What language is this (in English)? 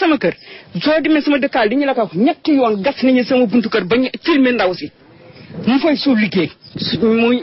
Wolof